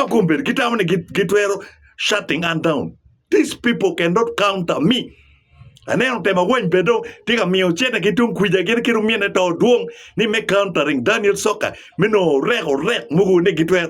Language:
Acoli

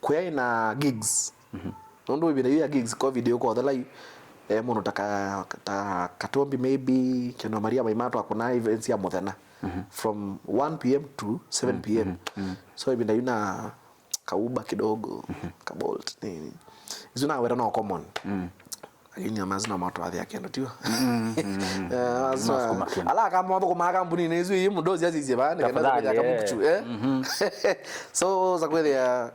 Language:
Kamba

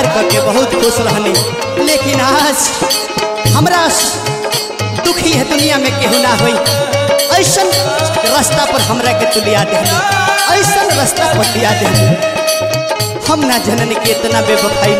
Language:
Bhojpuri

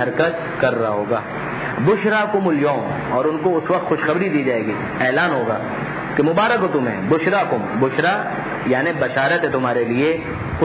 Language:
Urdu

